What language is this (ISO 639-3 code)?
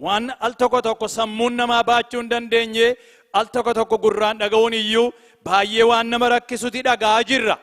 orm